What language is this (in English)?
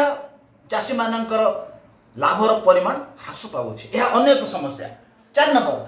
Odia